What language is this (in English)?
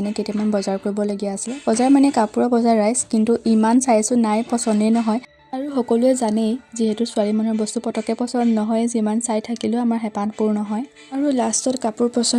Assamese